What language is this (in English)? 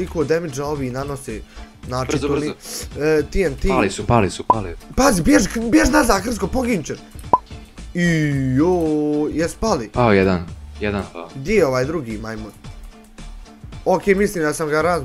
Bosnian